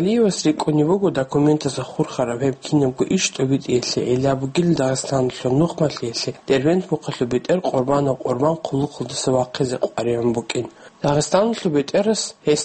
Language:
Avaric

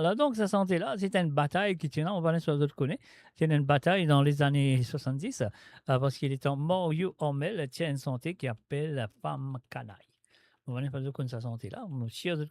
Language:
Morisyen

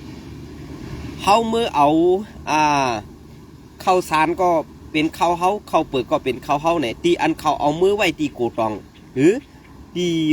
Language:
Shan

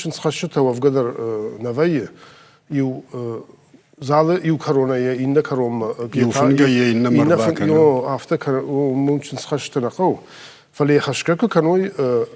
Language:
Ossetic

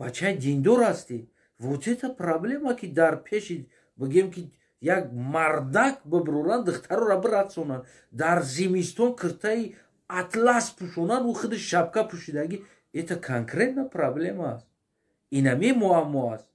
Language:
Tajik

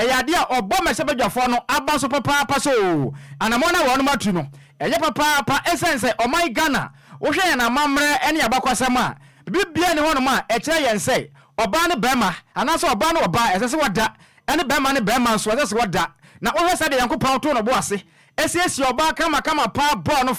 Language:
Akan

